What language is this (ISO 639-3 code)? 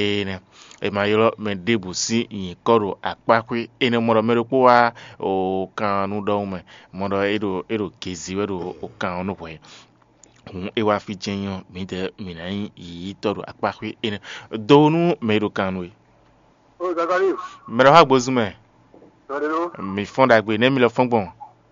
fon